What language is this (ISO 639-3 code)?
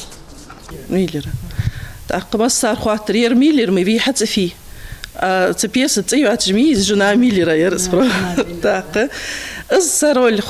inh